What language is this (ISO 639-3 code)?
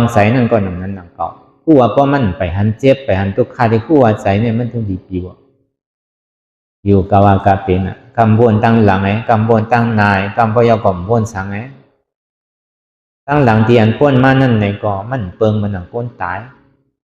shn